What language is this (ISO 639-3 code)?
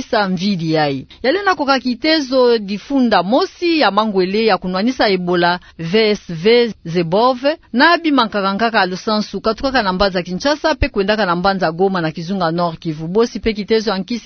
ktu